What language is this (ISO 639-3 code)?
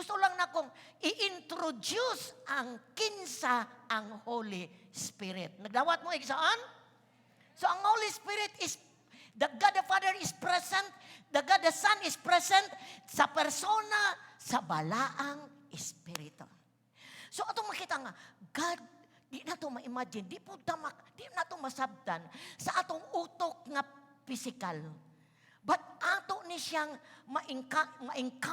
ceb